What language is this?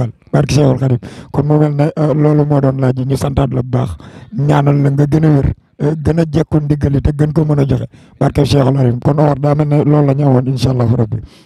Wolof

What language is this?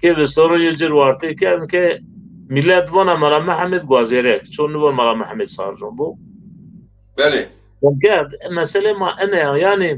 Zaza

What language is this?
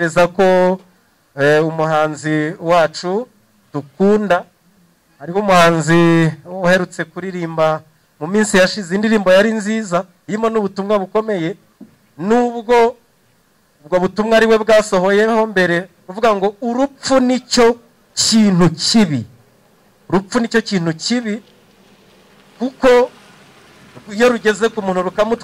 Kinyarwanda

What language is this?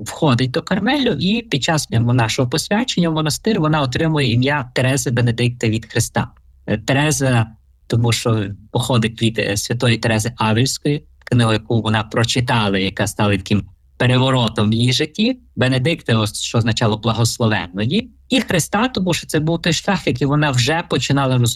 Ukrainian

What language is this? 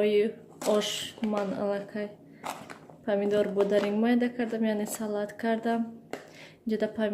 Tajik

